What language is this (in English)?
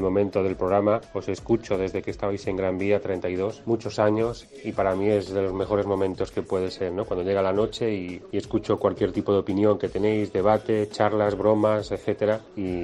Spanish